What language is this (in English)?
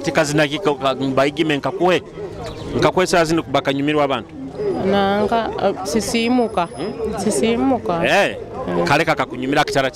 Nyoro